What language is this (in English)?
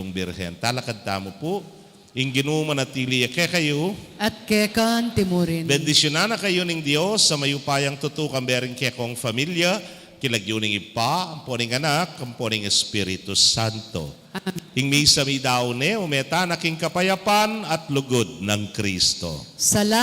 Pampanga